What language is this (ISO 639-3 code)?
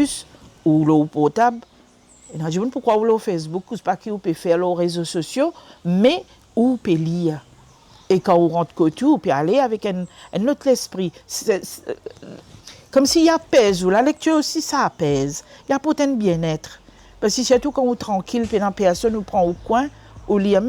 mfe